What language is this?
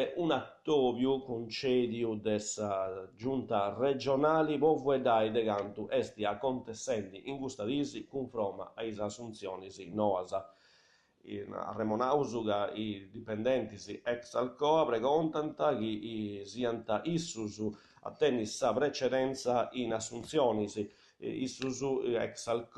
Sardinian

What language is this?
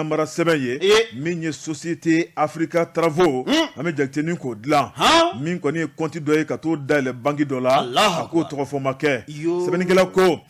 Bambara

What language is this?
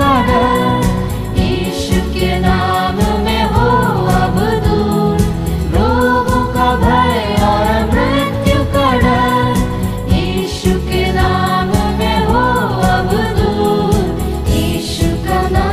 Hindi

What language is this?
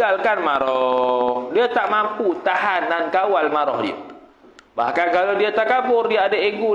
Malay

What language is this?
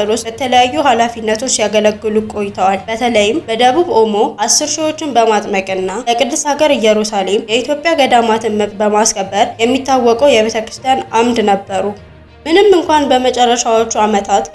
Amharic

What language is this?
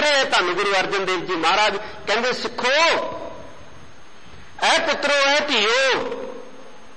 Punjabi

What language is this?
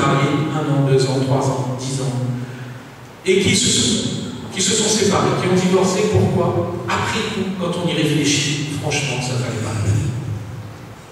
French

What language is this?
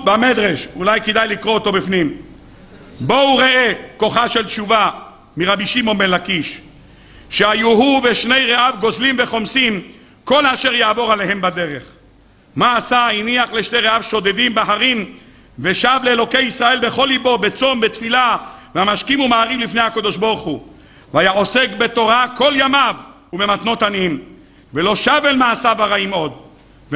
Hebrew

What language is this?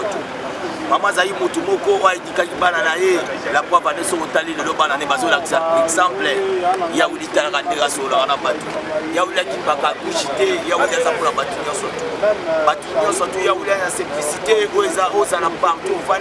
Lingala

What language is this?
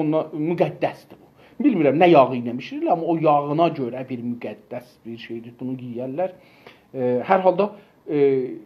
South Azerbaijani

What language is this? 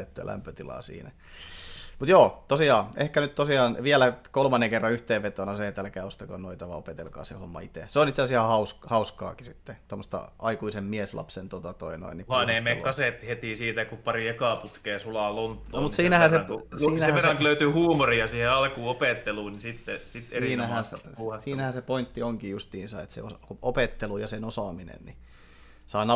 Finnish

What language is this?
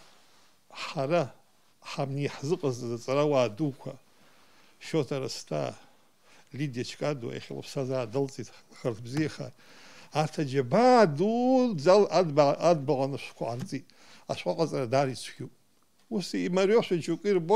Abkhazian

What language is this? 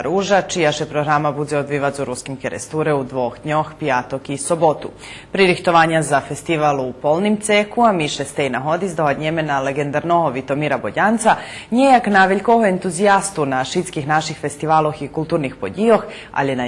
Rusyn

